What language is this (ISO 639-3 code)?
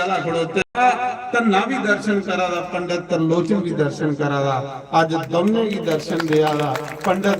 doi